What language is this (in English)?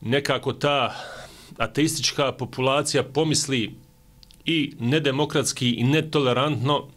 Bosnian